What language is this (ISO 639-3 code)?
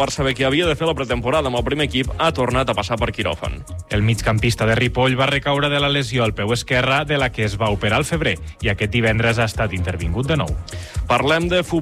cat